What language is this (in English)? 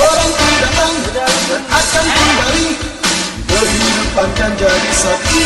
Betawi